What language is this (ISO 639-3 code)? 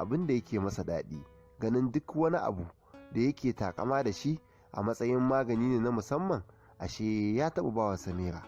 hau